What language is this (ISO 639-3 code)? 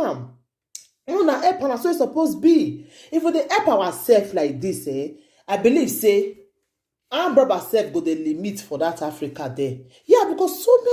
pcm